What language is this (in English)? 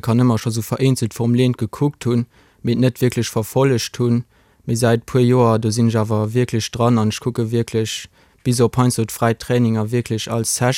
Luxembourgish